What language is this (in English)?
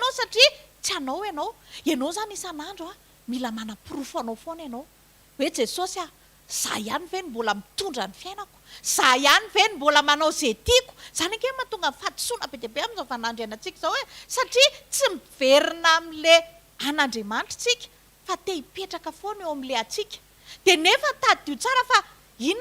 Malagasy